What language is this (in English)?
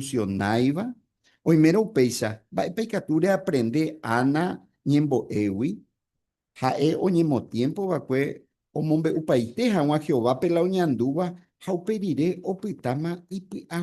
Guarani